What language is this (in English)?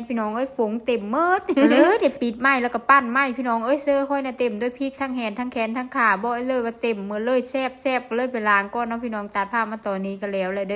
Northeastern Thai